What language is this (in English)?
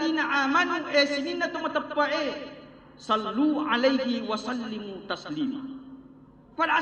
Buginese